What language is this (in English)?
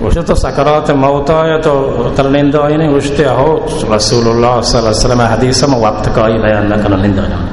Baluchi